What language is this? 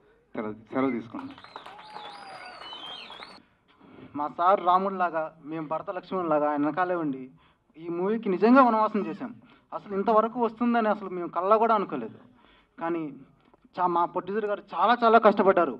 Telugu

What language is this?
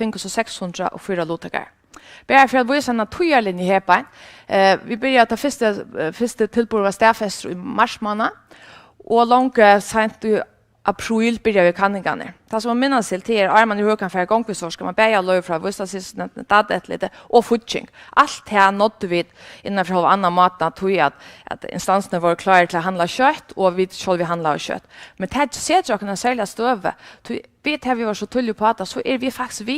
Faroese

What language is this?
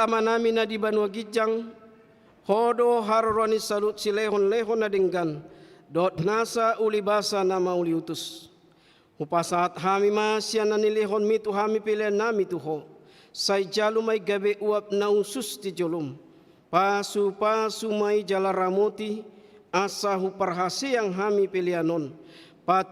Batak Toba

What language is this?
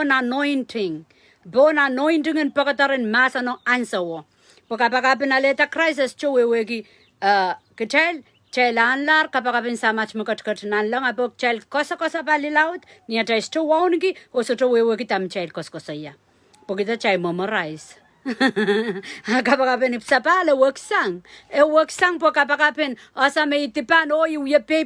Pohnpeian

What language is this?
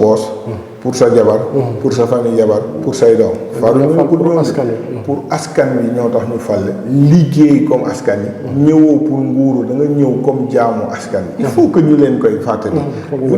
Wolof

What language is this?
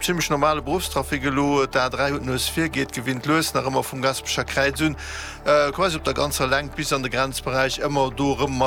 Luxembourgish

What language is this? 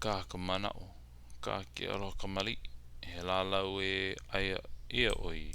Hawaiian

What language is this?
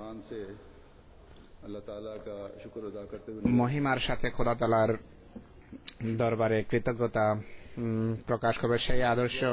Bangla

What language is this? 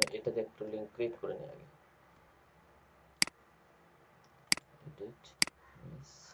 Bangla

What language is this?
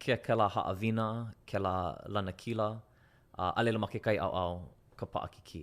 Hawaiian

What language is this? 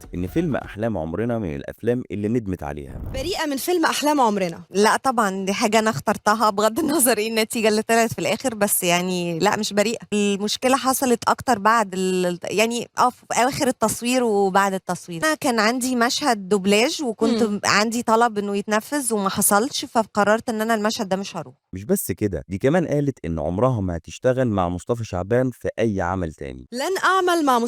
Egyptian Arabic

